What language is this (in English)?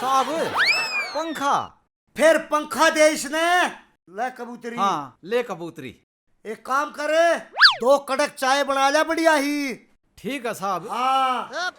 Haryanvi